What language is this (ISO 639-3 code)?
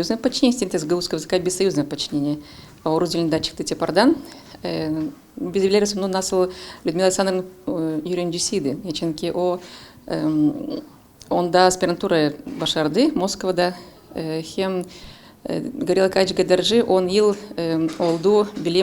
gag